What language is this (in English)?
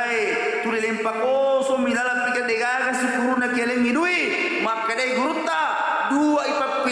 Buginese